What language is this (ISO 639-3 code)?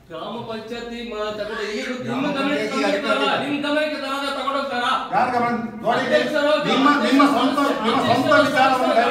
kan